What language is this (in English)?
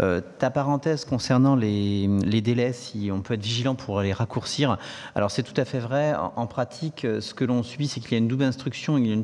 French